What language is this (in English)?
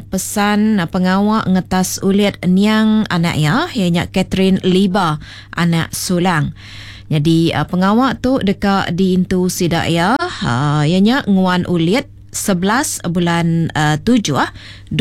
Iban